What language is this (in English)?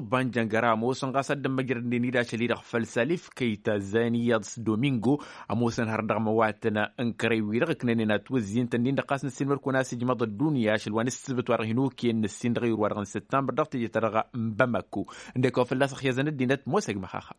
Tamasheq